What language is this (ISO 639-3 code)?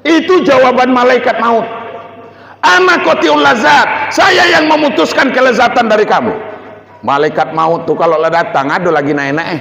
min